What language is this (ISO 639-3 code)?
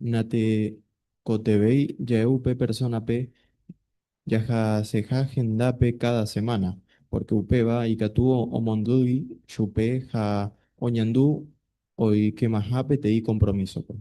grn